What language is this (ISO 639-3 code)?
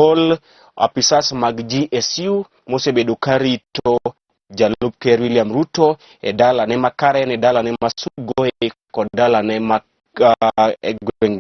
luo